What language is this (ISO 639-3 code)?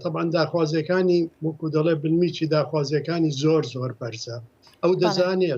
ckb